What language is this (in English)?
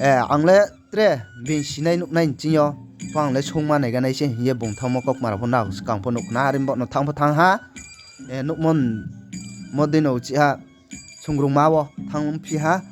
Riang (India)